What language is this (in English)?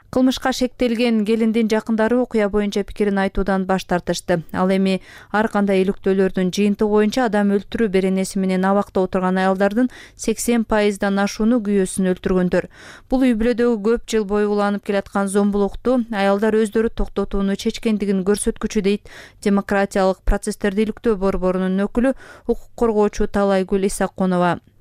Kyrgyz